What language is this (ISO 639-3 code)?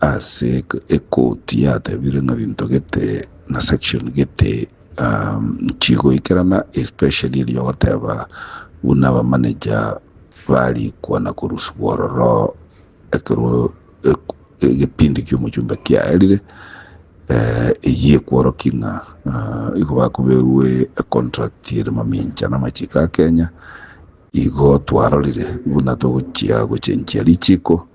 guz